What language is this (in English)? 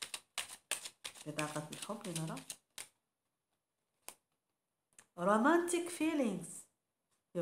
Arabic